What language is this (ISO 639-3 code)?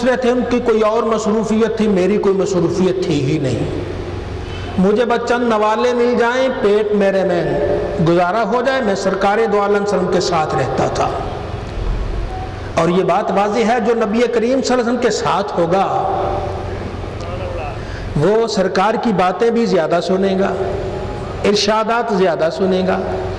urd